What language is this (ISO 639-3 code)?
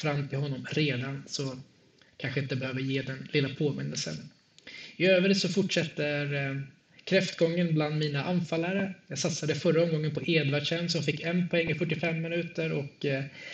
swe